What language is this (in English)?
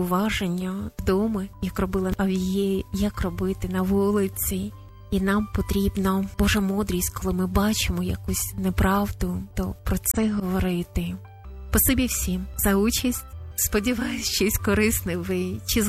Ukrainian